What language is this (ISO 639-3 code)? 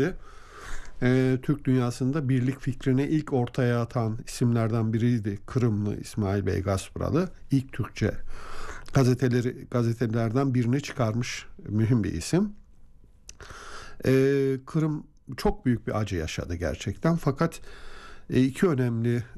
tur